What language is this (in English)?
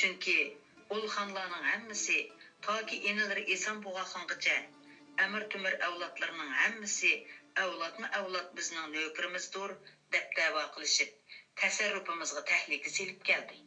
Uyghur